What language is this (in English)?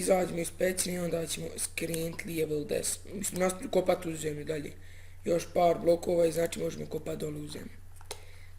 Bosnian